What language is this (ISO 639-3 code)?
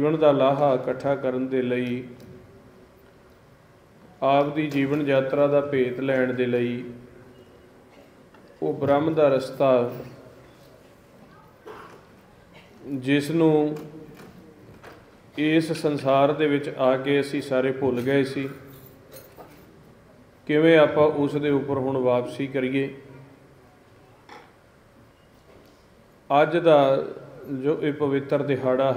pan